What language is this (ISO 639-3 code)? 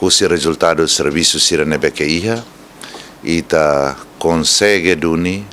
tet